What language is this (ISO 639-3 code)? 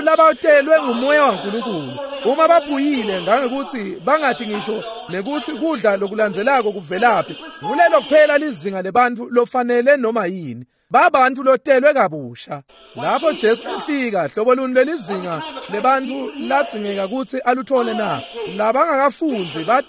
ssw